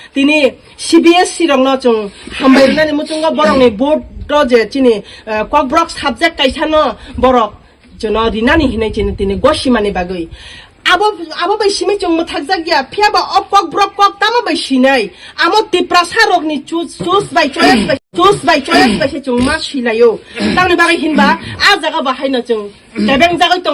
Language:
Kok Borok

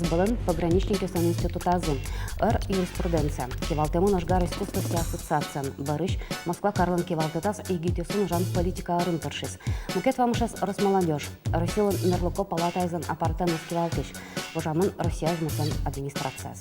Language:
Udmurt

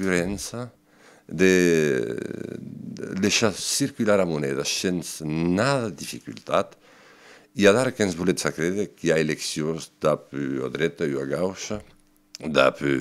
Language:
Occitan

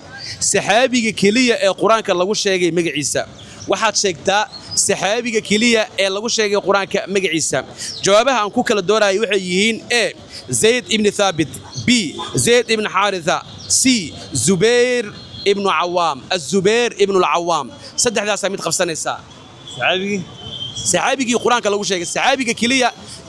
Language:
Somali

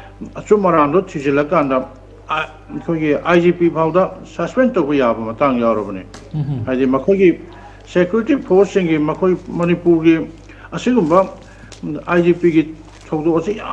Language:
Manipuri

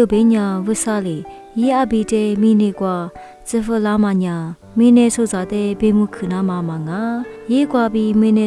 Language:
Lisu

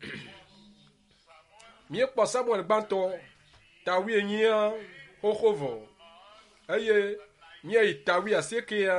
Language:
Ewe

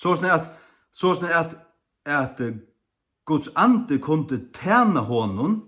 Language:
Faroese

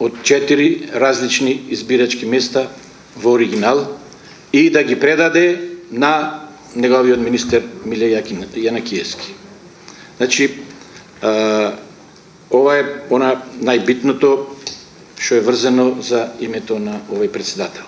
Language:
Macedonian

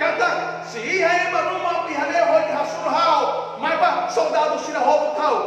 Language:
Tetum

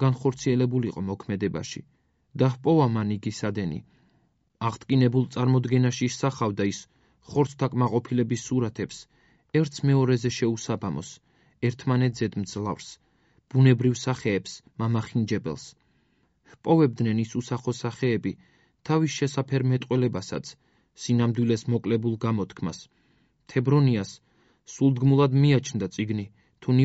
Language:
Georgian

